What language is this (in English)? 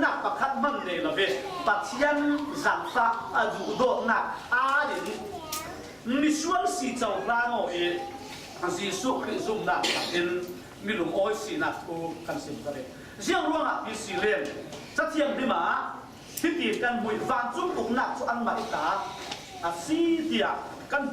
Falam Chin